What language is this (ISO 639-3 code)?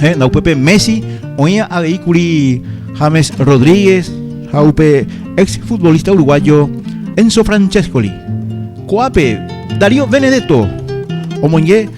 grn